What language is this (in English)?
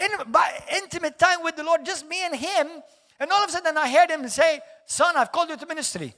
English